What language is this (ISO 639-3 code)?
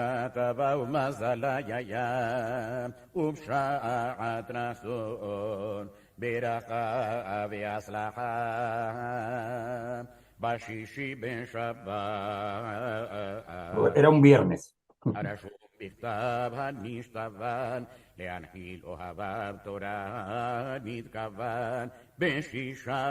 lad